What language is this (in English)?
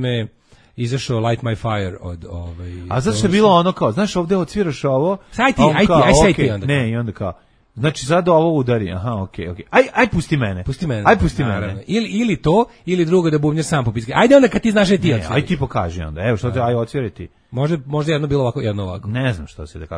Serbian